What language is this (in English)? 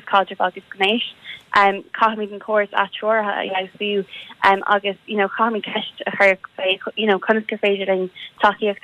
Irish